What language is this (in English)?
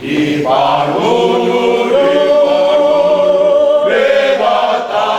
Batak Toba